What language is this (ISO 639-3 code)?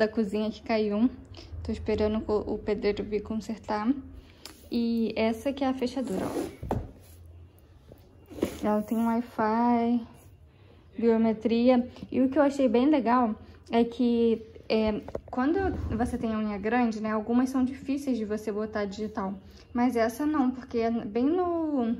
por